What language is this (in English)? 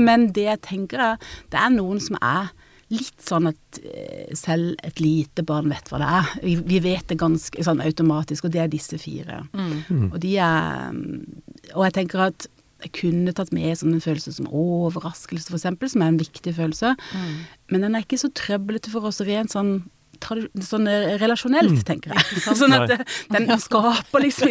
Norwegian